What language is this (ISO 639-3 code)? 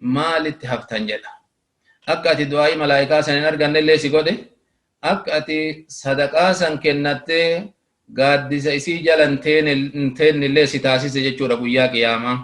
orm